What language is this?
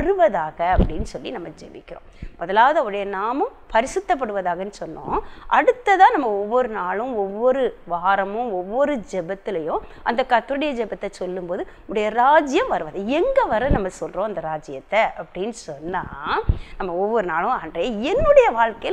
Tamil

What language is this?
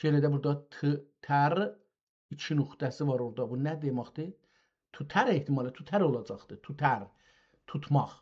South Azerbaijani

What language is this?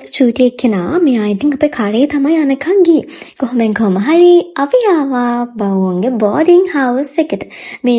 Sinhala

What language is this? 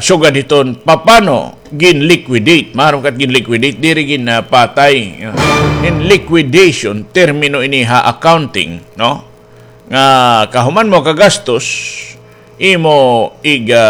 Waray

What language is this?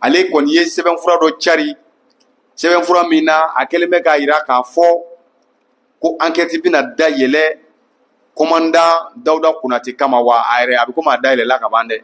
Bambara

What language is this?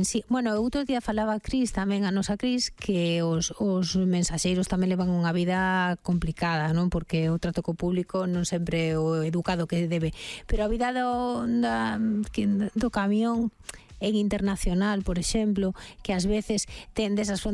Galician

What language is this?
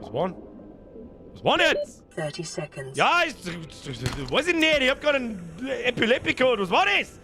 Bavarian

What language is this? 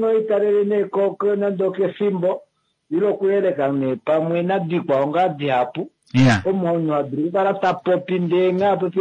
Kuanyama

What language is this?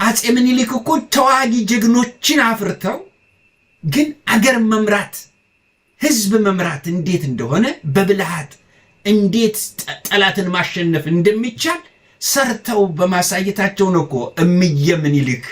Amharic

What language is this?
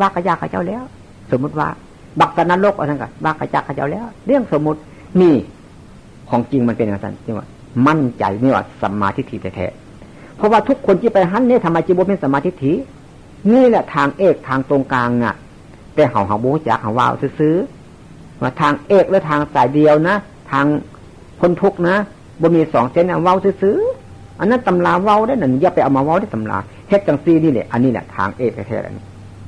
Northeastern Thai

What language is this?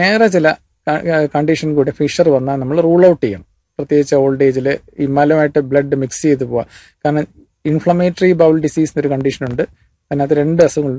Malayalam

